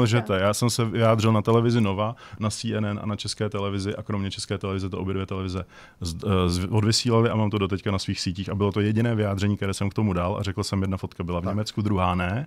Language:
Czech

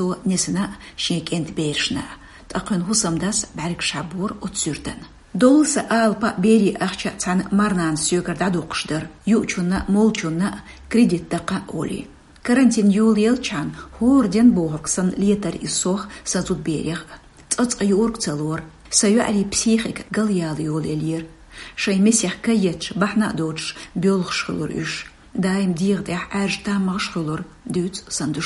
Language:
Chechen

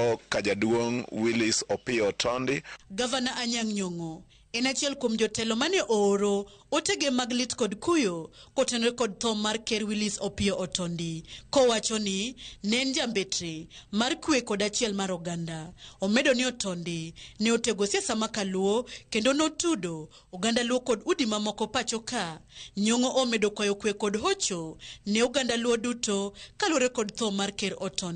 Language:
Luo (Kenya and Tanzania)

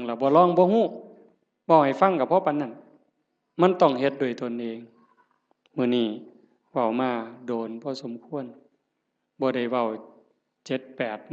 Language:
Northeastern Thai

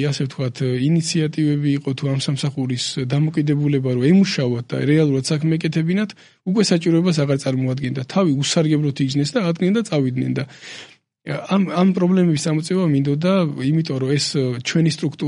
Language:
Georgian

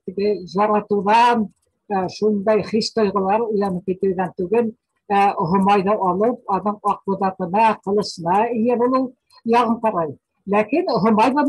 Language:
Bashkir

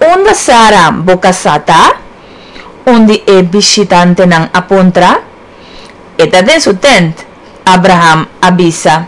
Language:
Papiamento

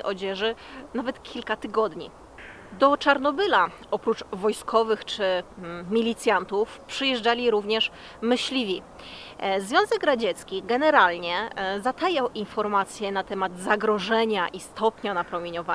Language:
Polish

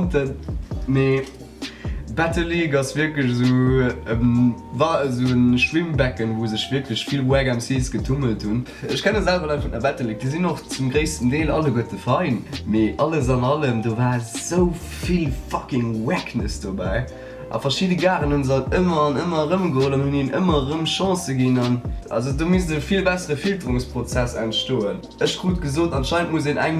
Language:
Luxembourgish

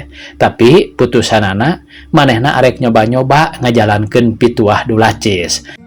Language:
Sundanese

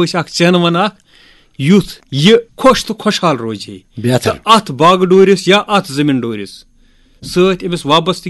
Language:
Kashmiri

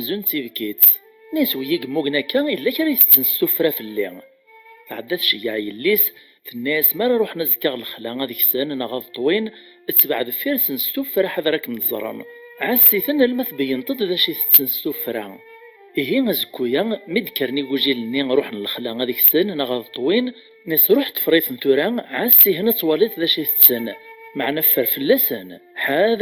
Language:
Kabyle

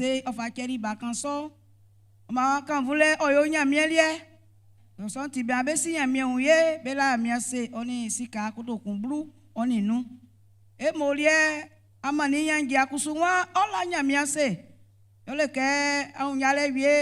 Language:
Baoulé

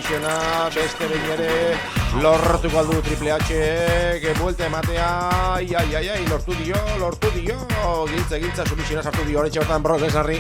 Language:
Basque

